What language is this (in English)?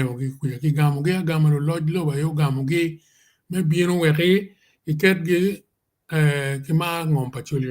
Acoli